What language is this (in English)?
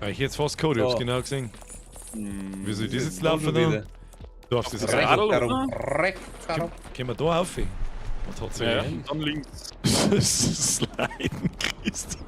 Bavarian